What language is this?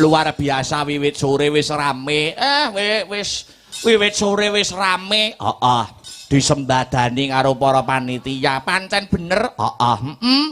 Javanese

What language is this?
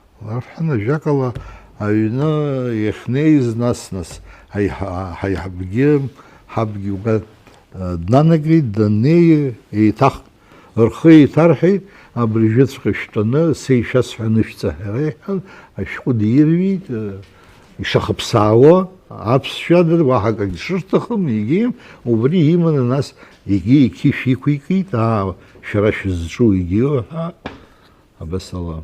Abkhazian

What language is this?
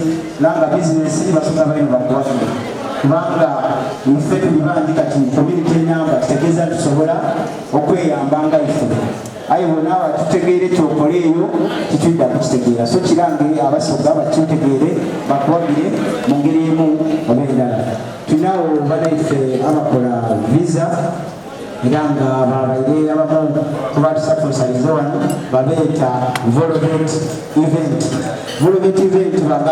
Soga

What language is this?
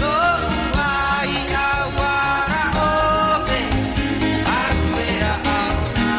Tahitian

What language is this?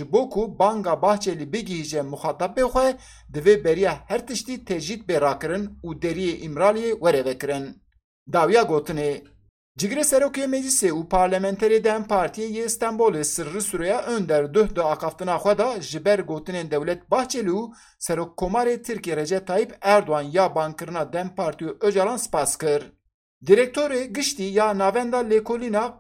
Kurdish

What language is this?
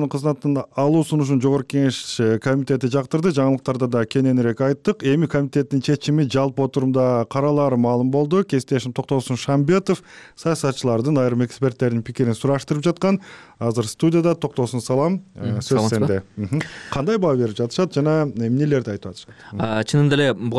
Kyrgyz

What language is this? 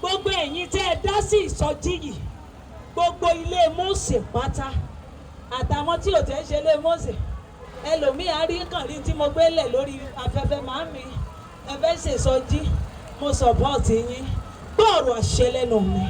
Yoruba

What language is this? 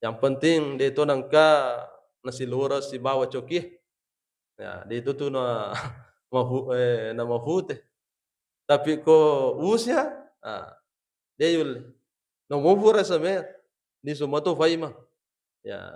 Buginese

